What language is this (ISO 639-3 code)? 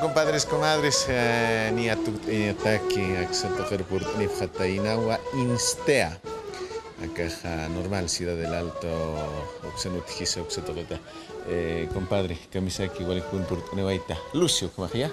aym